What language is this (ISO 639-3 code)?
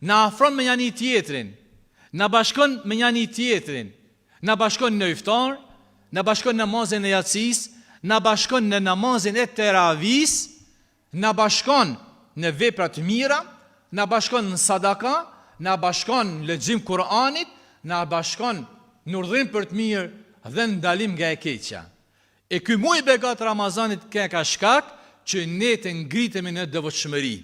sqi